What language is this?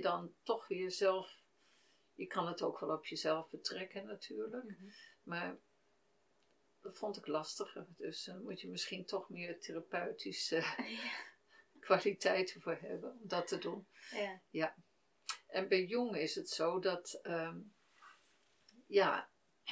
Dutch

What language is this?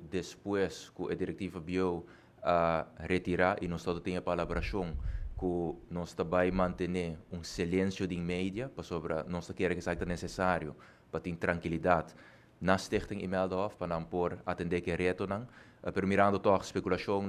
Papiamento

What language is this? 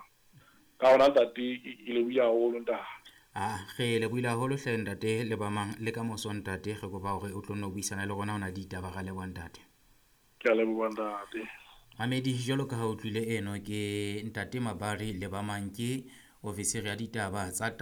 Southern Sotho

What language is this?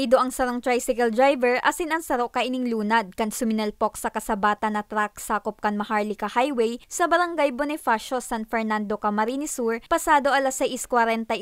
Bikol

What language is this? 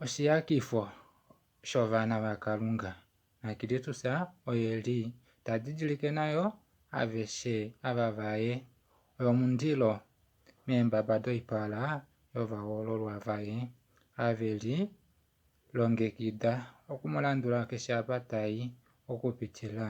Kuanyama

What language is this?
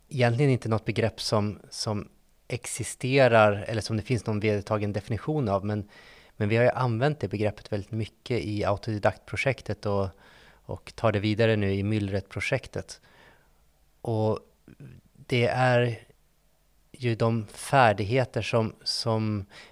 Swedish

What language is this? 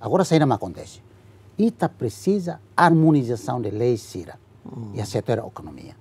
Tetum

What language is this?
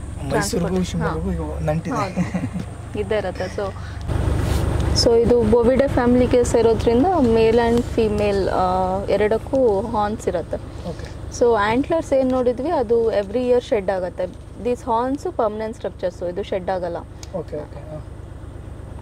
Kannada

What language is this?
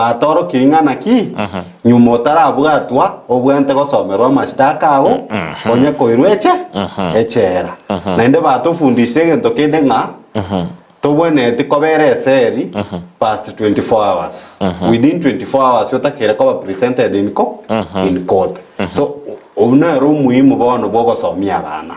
Gusii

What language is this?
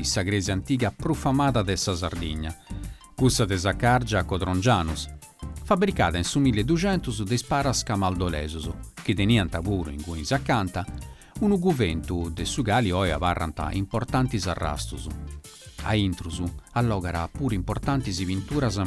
Sardinian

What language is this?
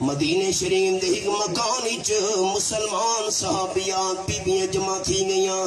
Saraiki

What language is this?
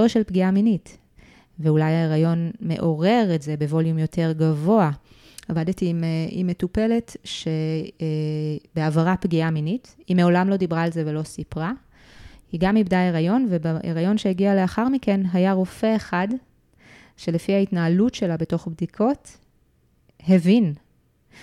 Hebrew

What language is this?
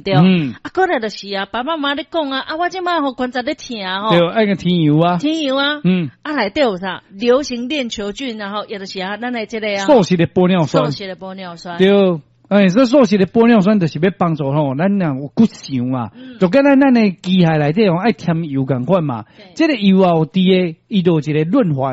Min Nan Chinese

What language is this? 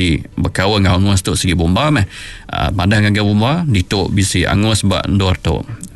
Iban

